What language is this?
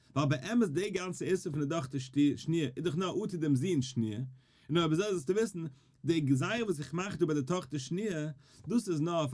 Yiddish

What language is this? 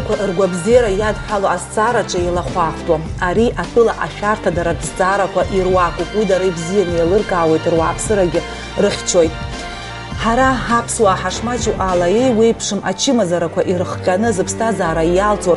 Abkhazian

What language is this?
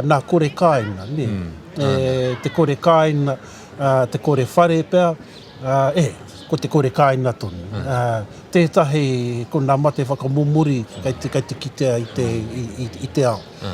Māori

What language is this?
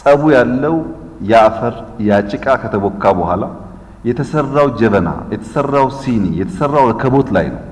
Amharic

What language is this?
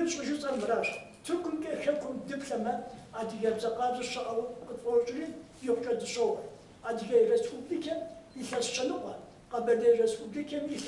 Kabardian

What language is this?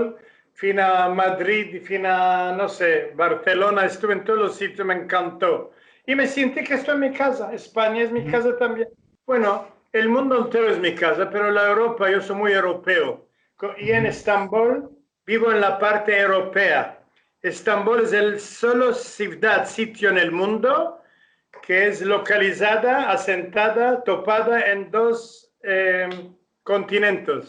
Ladino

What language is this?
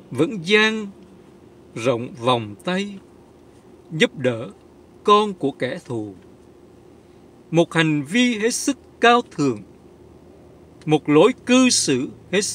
Vietnamese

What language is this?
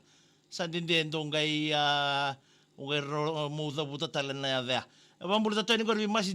Fijian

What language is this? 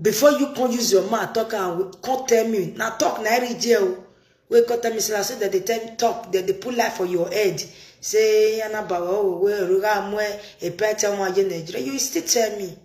Nigerian Pidgin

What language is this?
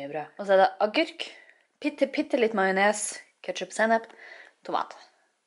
Norwegian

